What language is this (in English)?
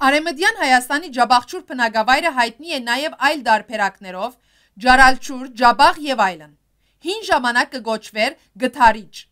Western Armenian